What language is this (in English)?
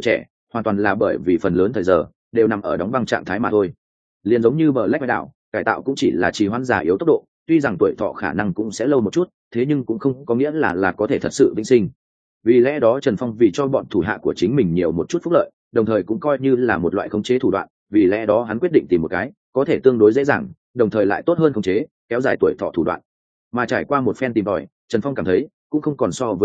Vietnamese